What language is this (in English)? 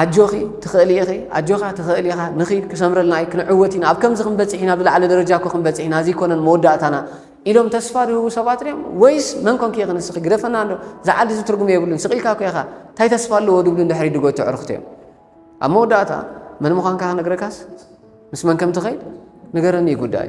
Tigrinya